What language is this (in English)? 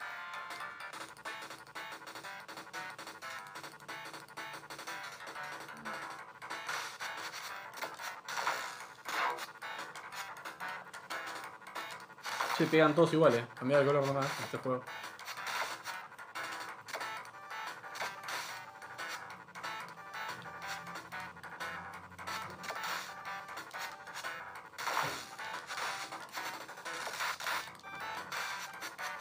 Spanish